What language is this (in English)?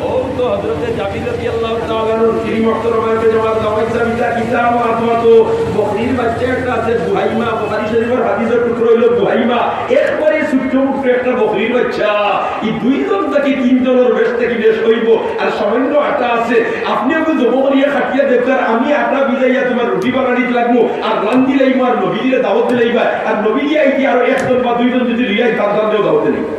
Sylheti